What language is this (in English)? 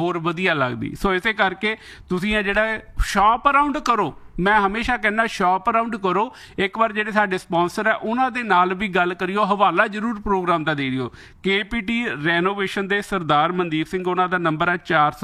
Punjabi